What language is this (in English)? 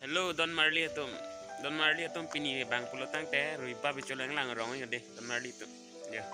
Karbi